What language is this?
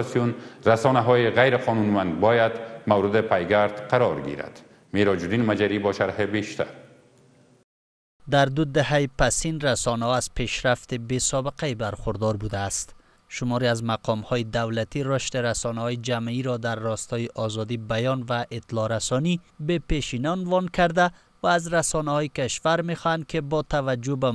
Persian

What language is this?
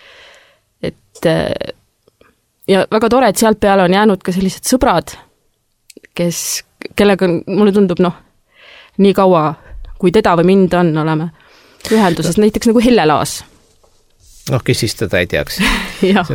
Estonian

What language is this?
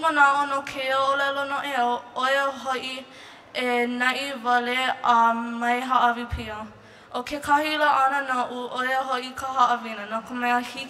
Hawaiian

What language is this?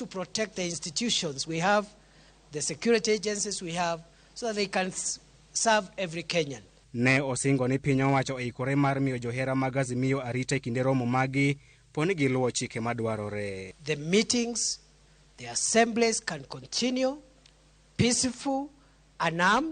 Luo (Kenya and Tanzania)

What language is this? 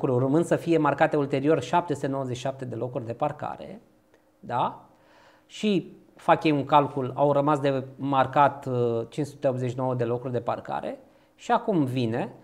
Romanian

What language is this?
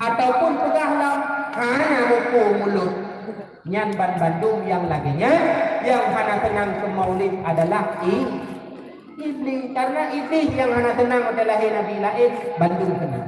Achinese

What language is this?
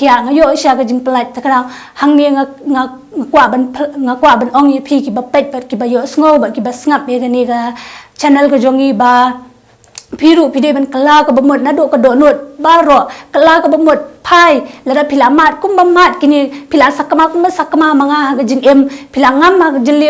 Khasi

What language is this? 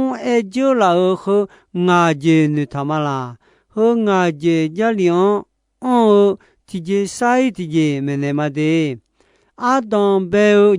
Akha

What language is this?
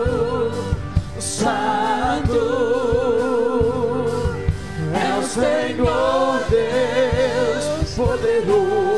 Portuguese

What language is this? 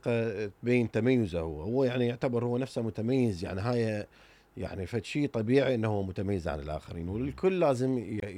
Mesopotamian Arabic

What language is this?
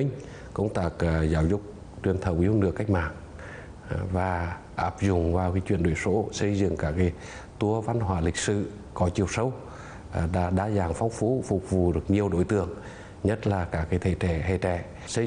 Vietnamese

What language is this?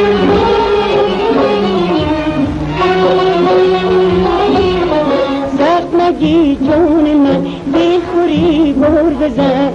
Persian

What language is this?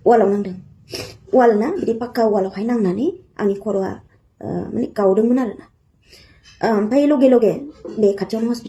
Bodo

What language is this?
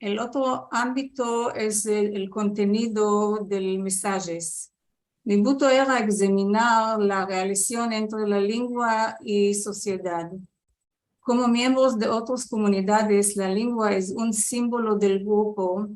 Ladino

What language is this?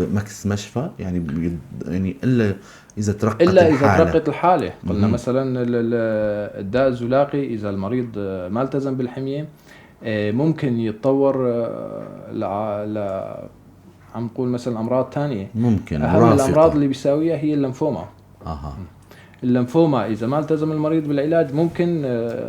North Levantine Arabic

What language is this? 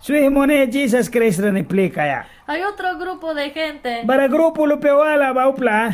Mískito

